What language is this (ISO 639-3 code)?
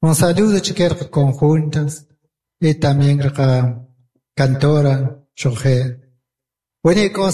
quc